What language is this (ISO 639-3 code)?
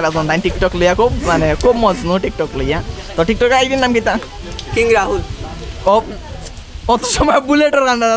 syl